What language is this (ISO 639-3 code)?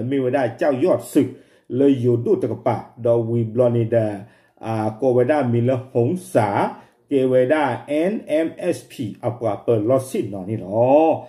ksw